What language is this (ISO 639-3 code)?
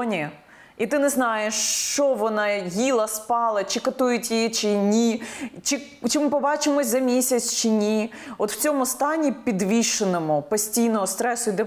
ukr